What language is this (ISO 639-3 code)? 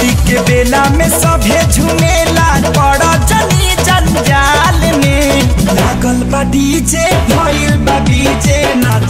bho